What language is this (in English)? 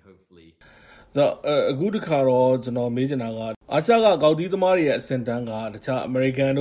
Burmese